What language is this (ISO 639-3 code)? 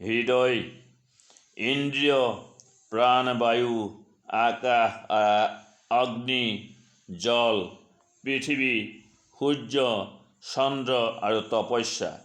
asm